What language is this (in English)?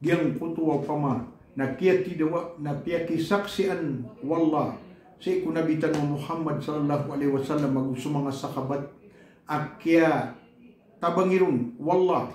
Maranao